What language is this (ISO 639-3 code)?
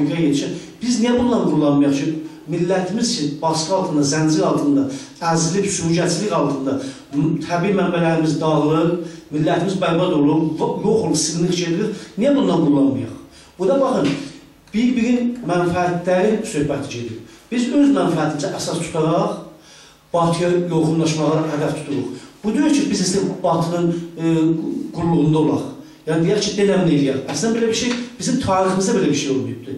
azb